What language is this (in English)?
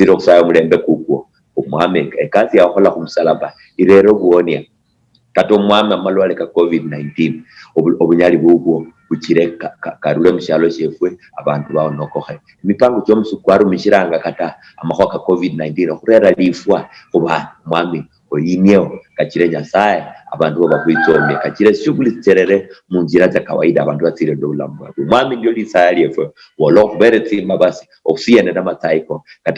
Luyia